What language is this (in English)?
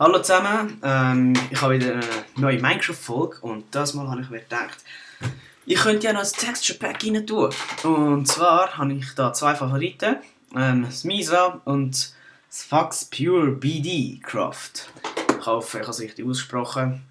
Swiss German